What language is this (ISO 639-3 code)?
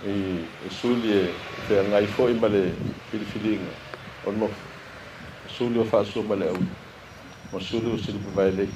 smo